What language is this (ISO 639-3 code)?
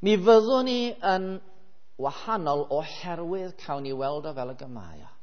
cym